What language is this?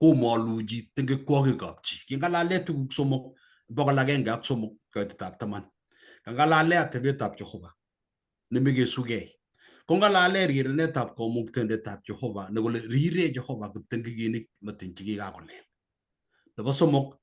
Kalenjin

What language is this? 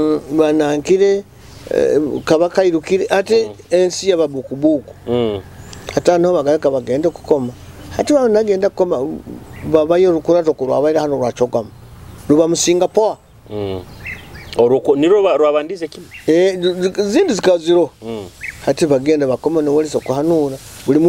Nyoro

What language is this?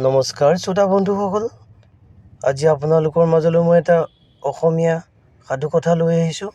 Assamese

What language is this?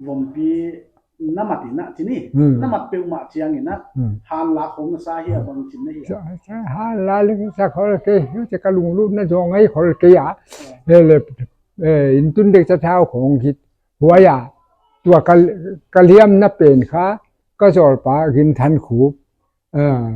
Paite Chin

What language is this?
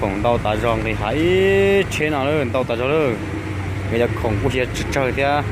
Hmong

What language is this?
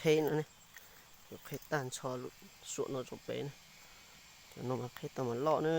Hmong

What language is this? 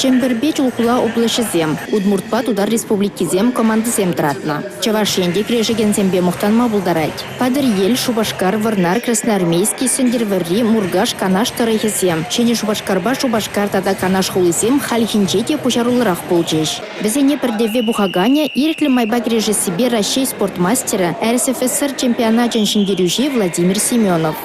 Chuvash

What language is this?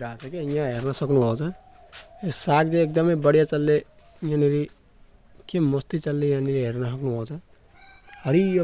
Nepali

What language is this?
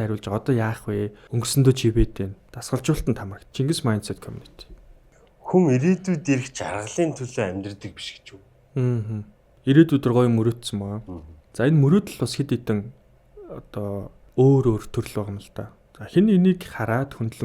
Mongolian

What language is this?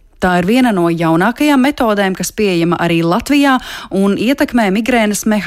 Latvian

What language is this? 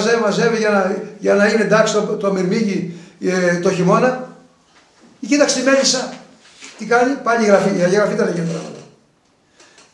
Greek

